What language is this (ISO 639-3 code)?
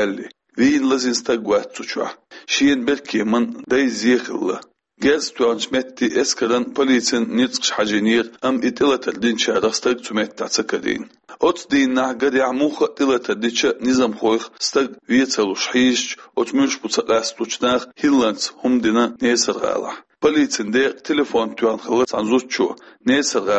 che